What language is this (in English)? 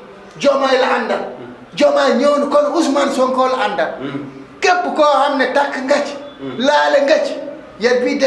Wolof